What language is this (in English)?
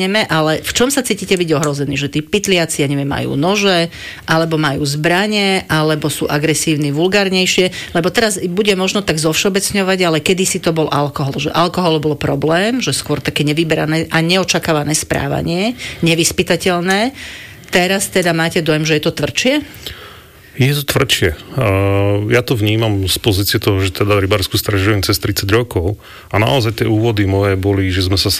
Slovak